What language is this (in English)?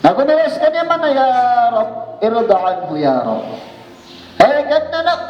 Maranao